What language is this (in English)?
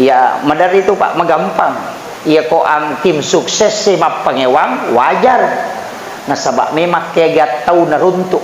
Buginese